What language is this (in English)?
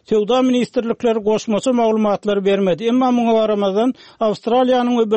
Turkmen